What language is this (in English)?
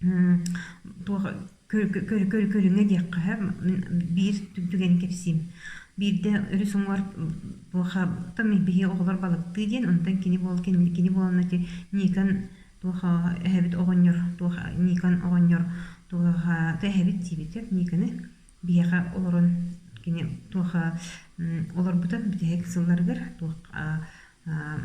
Yakut